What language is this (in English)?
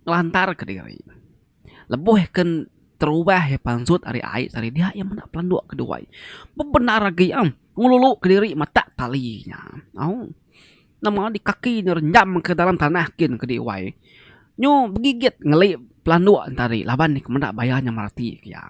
Iban